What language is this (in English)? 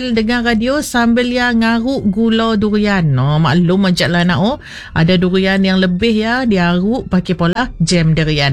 Malay